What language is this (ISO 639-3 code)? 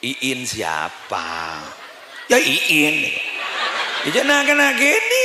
mad